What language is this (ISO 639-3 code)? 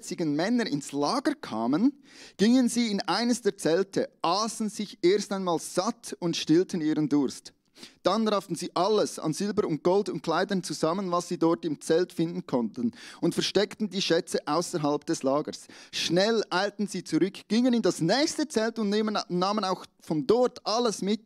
gsw